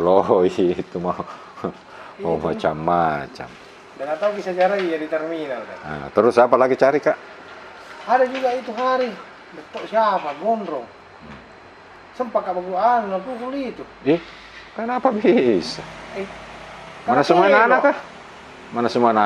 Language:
Makassar Malay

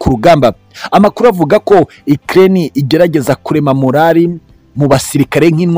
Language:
Kinyarwanda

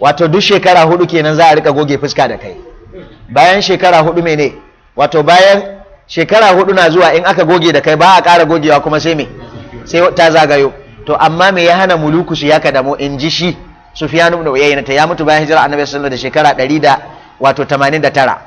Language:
Hausa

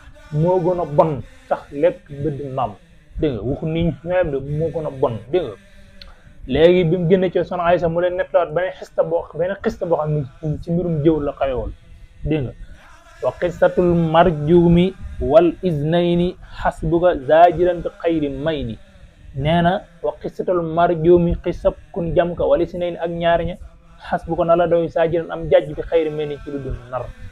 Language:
Wolof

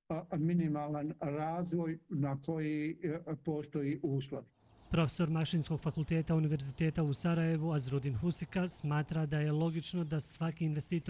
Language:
Bosnian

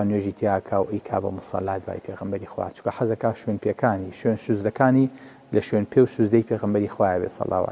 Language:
Central Kurdish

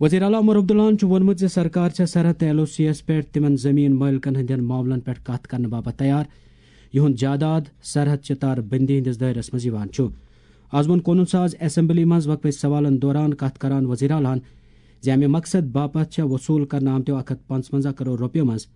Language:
Kashmiri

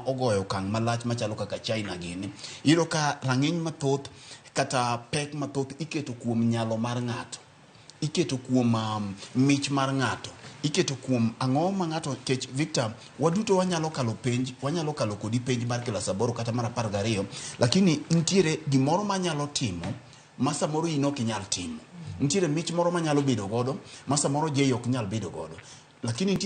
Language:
Luo (Kenya and Tanzania)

